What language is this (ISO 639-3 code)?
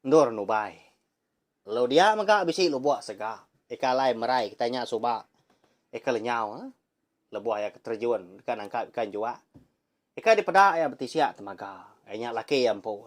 iba